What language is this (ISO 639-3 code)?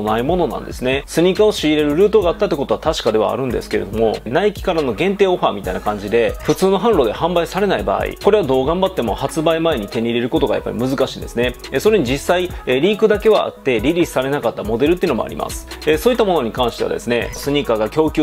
jpn